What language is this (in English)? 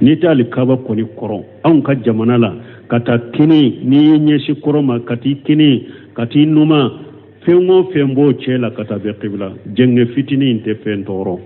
Bambara